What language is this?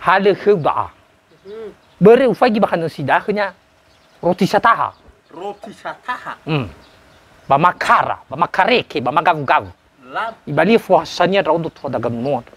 Nias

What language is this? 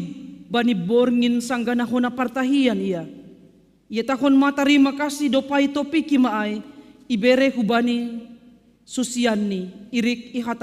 Batak Simalungun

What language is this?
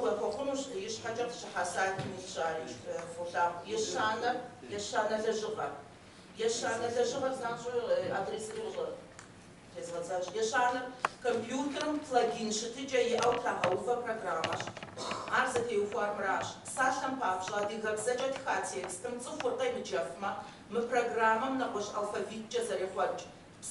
Kabardian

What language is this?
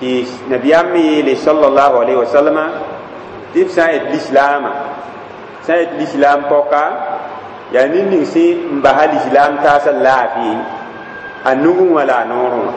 Mossi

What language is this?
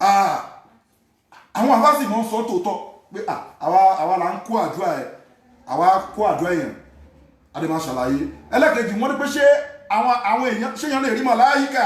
Yoruba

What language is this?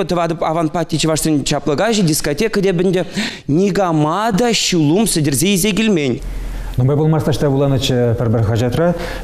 Chuvash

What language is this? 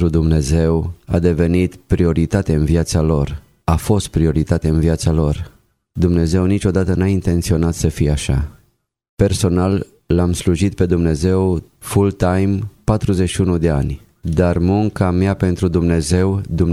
Romanian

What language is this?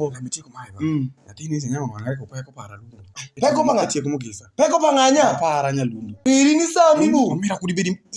Alur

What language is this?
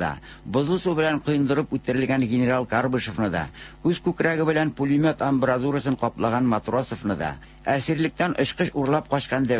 Tatar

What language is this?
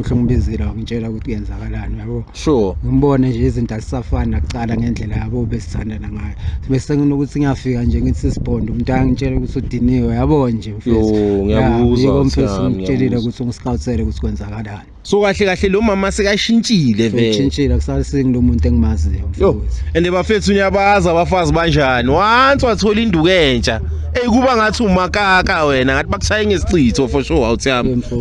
Zulu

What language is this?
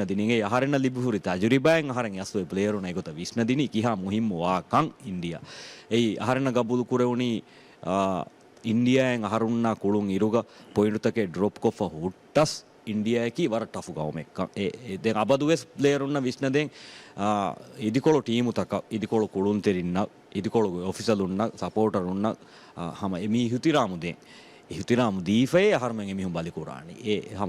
Divehi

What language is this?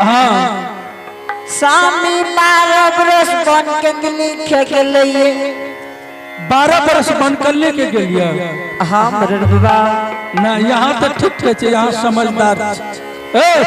Angika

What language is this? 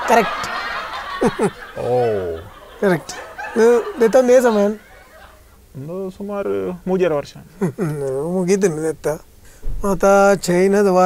Kannada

